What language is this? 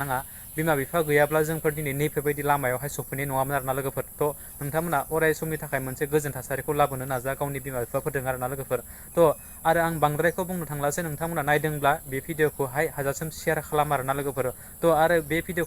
Bodo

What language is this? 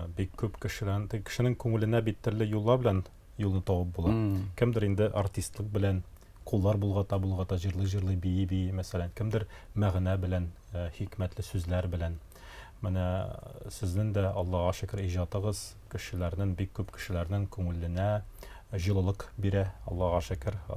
Tatar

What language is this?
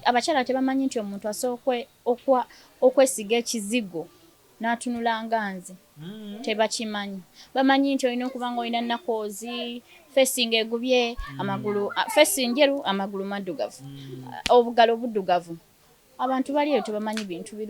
Ganda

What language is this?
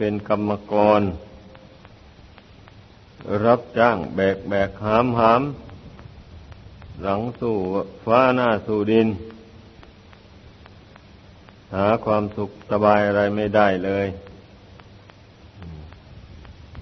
Thai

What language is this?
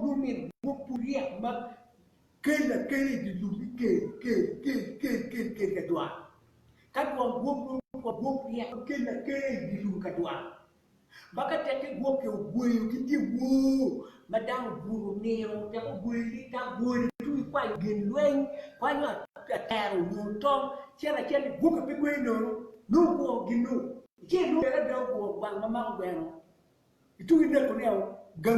Acoli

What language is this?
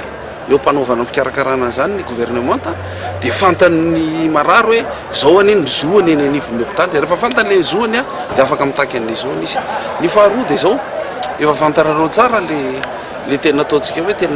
Malagasy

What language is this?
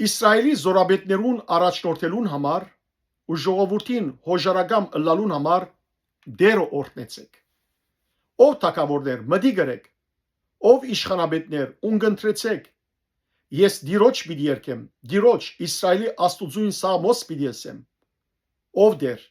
Western Armenian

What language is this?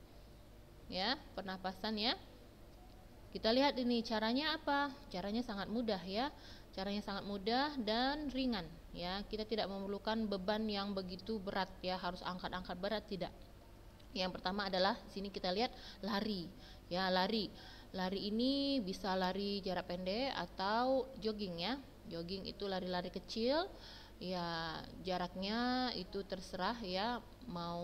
Indonesian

